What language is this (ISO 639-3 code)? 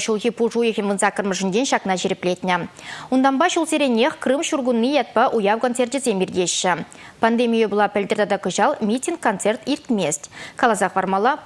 chv